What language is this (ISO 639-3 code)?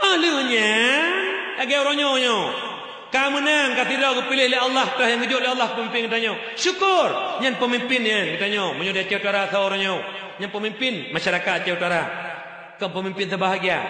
ace